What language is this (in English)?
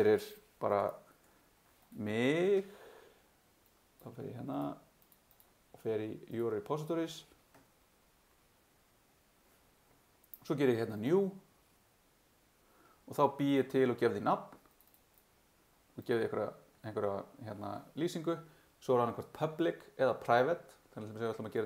Icelandic